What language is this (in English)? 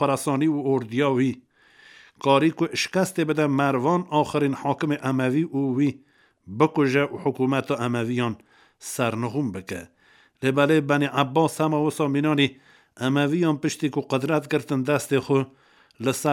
Kurdish